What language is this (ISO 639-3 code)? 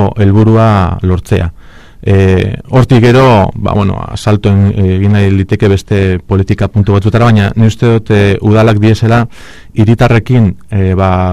eus